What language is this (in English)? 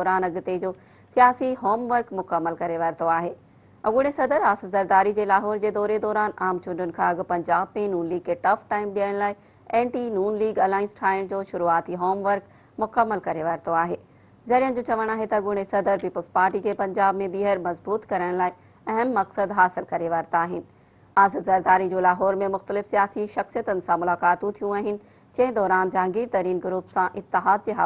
Sindhi